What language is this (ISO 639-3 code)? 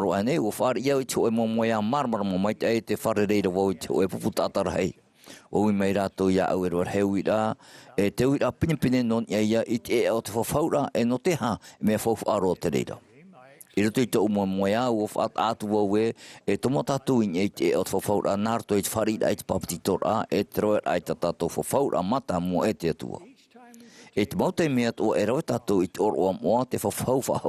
tah